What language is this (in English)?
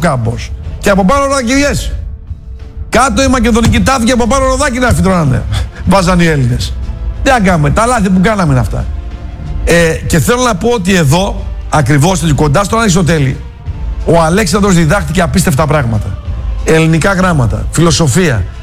Greek